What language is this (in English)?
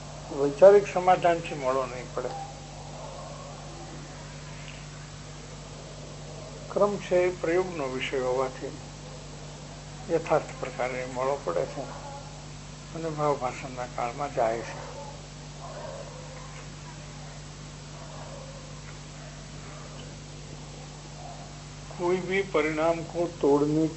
Gujarati